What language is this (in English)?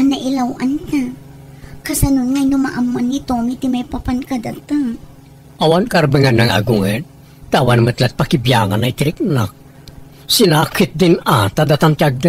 Iloko